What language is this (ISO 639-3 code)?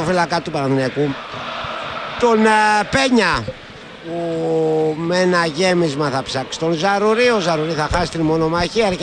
ell